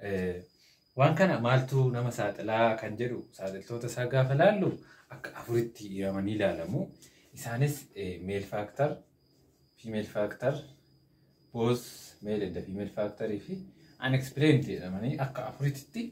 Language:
Oromo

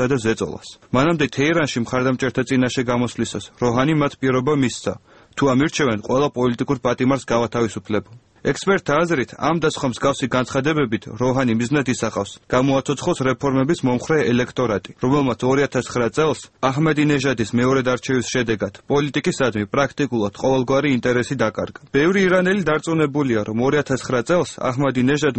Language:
Georgian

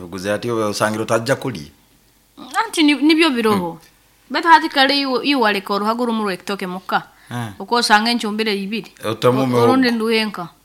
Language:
Nyoro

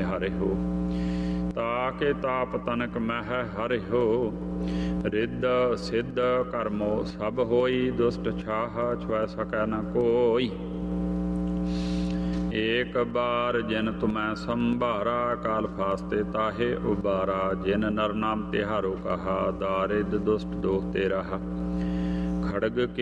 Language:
Punjabi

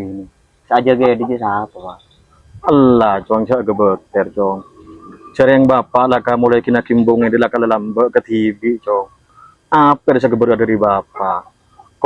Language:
Madurese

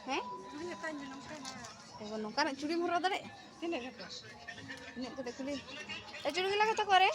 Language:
Santali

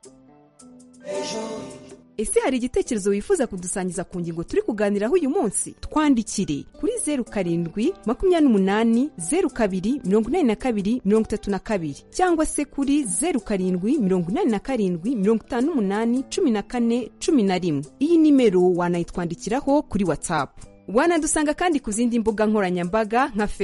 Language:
Kinyarwanda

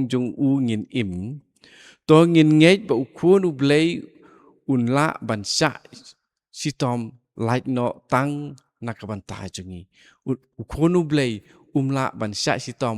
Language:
Khasi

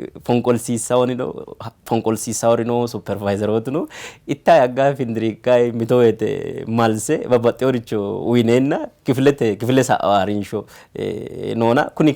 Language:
Sidamo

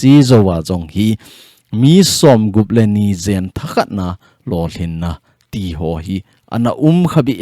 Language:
Thado Chin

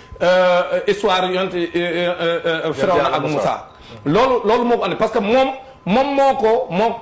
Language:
Wolof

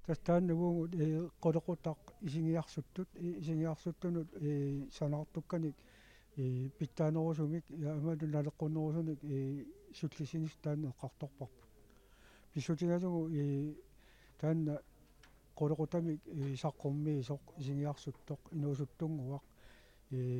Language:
Kalaallisut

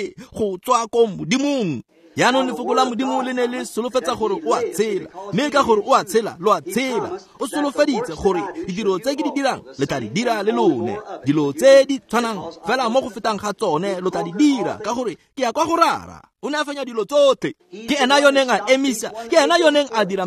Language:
Tswana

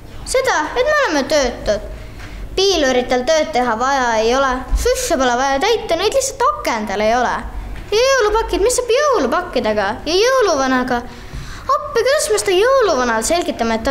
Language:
Estonian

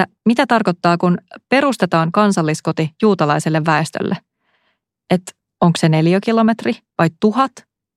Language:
Finnish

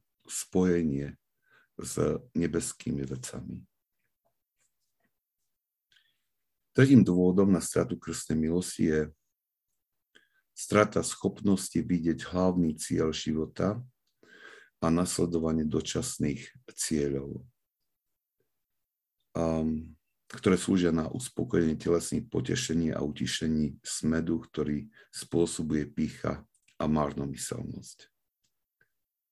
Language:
Slovak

